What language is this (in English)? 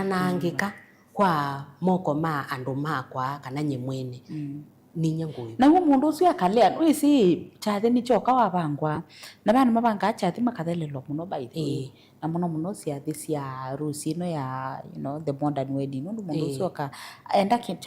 Kamba